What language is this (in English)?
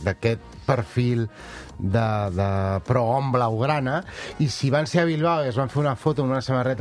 Catalan